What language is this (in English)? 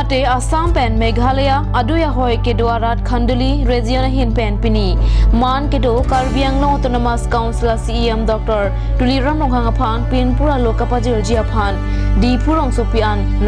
Karbi